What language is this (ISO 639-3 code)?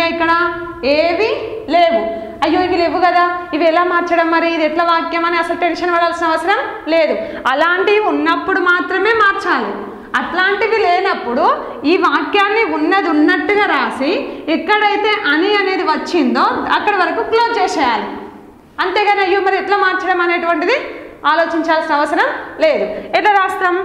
tel